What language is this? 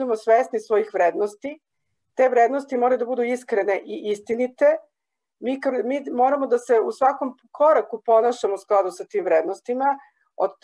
Serbian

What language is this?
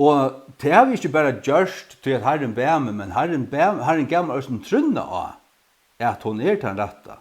Faroese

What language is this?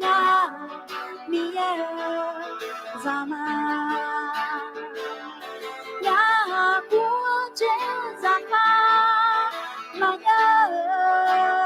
Akha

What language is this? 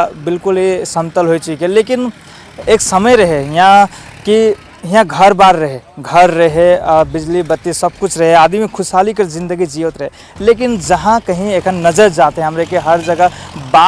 Sadri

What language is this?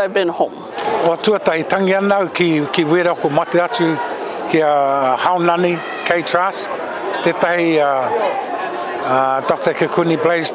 Māori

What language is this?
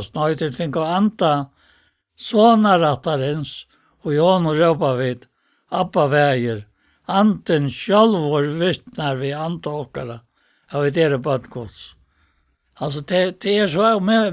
Faroese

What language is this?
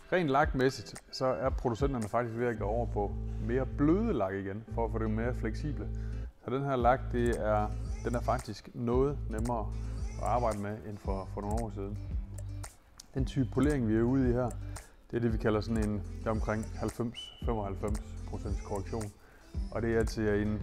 Danish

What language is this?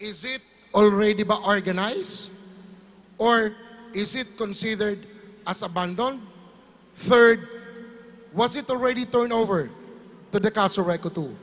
Bikol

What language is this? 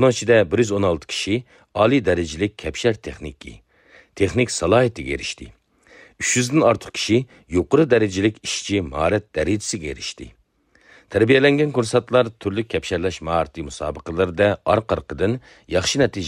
Uyghur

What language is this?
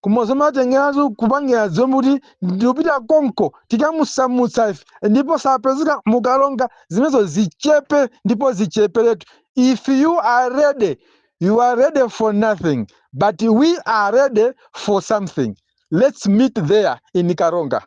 Nyanja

